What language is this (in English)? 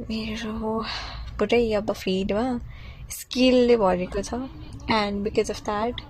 Nepali